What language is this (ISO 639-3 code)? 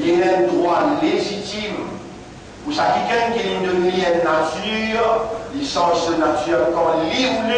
mfe